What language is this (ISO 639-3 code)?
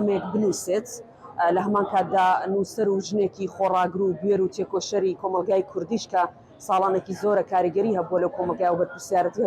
ckb